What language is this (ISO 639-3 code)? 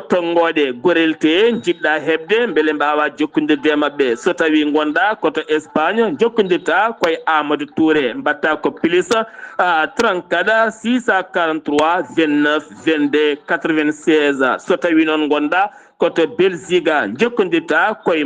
ful